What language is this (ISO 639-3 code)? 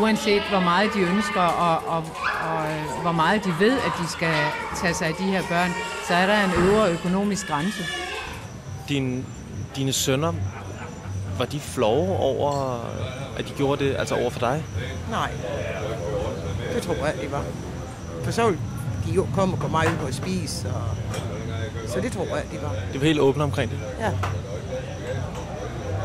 dan